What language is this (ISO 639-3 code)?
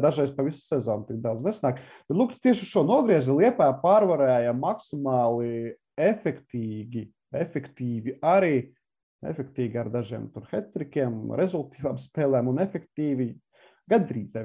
lav